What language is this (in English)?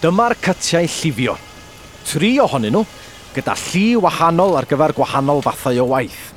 Welsh